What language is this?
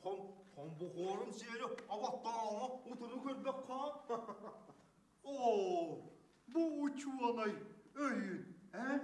Yakut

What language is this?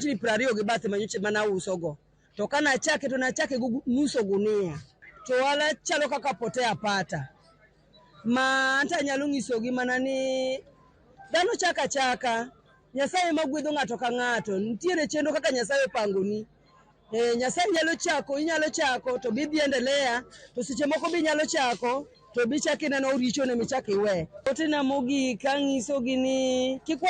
Luo (Kenya and Tanzania)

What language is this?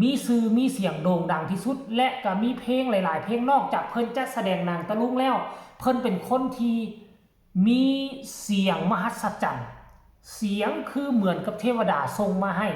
Northeastern Thai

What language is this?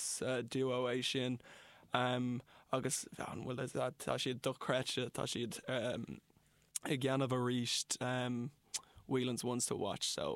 Irish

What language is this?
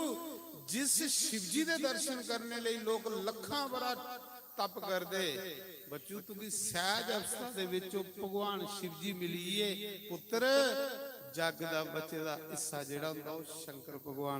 Dogri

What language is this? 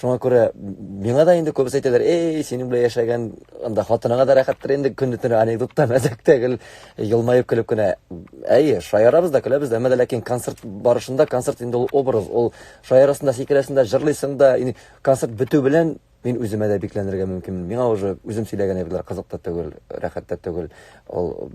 Tatar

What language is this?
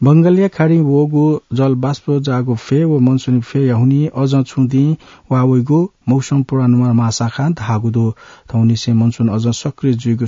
Newari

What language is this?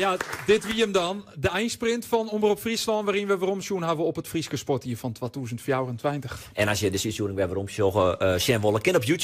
Western Frisian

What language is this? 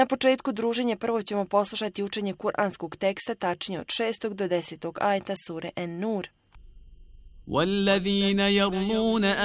Bosnian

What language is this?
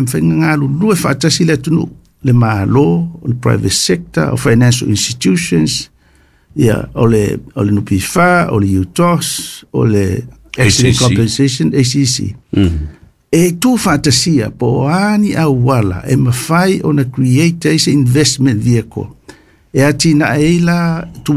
Samoan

